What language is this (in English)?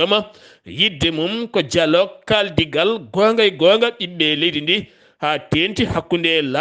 Fula